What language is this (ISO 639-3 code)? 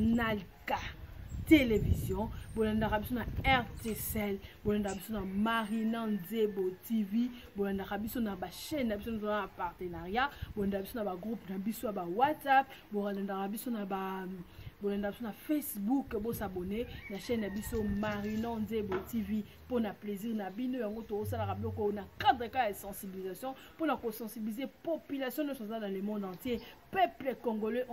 lin